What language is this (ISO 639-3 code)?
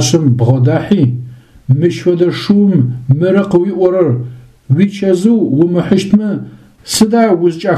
ady